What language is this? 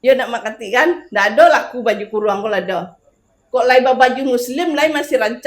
Minangkabau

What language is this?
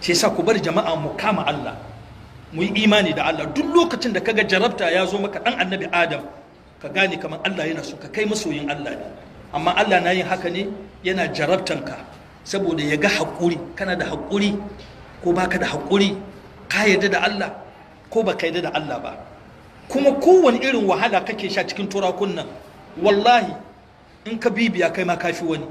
Hausa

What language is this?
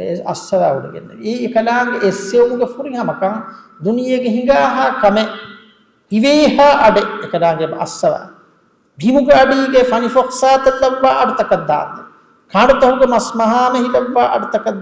Divehi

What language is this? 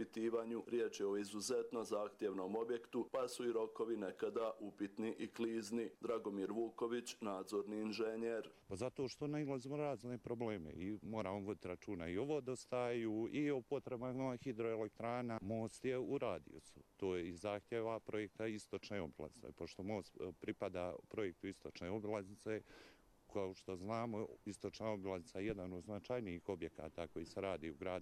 Croatian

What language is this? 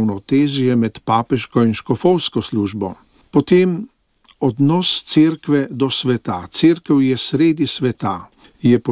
Slovenian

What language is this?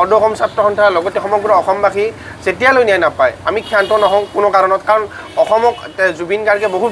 Assamese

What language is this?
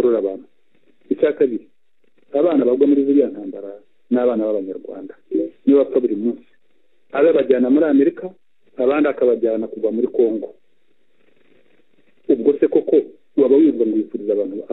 Kinyarwanda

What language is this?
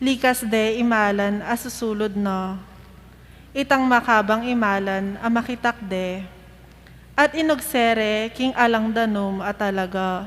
Pampanga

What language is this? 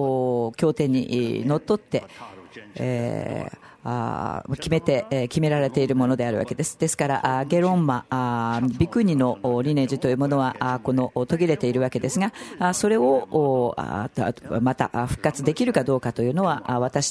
Japanese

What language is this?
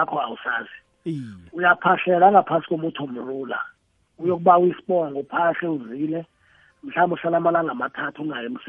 South Ndebele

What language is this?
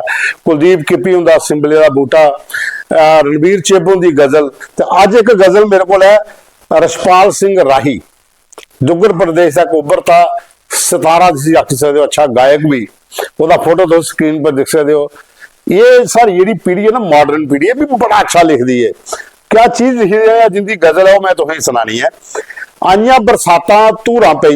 Dogri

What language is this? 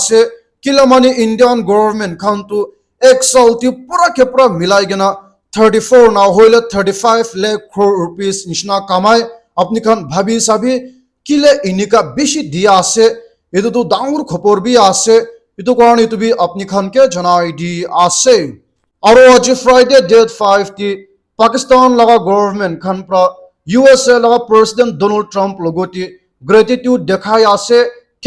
Naga Pidgin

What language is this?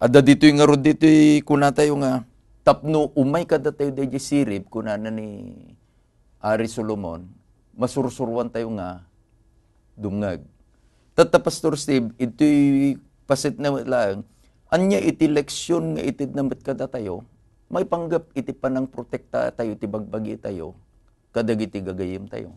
Iloko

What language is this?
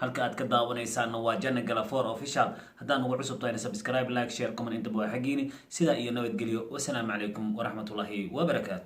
Somali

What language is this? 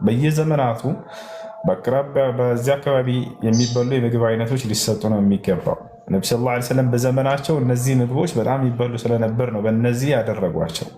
Amharic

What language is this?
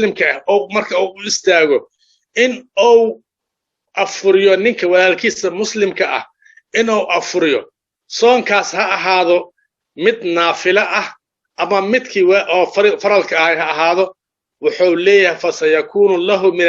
Somali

